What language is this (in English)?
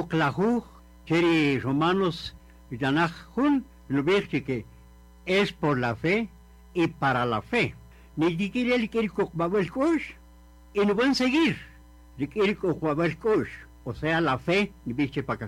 Kaqchikel